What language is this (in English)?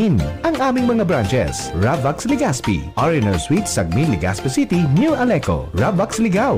Bikol